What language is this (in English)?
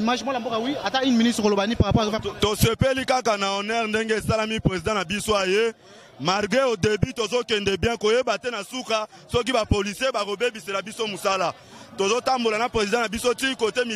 Lingala